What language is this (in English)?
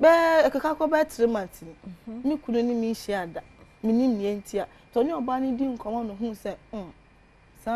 Akan